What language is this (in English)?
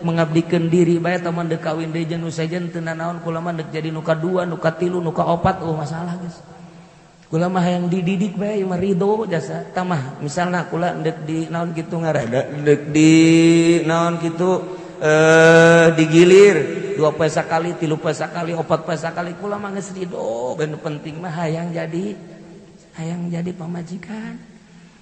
Sundanese